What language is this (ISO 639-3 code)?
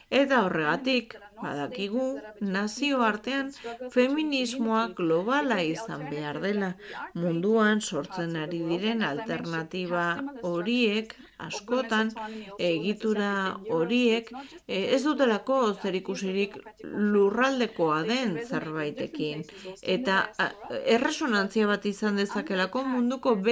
eus